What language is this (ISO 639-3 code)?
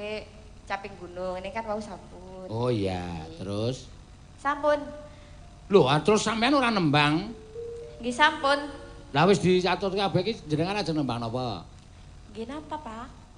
jav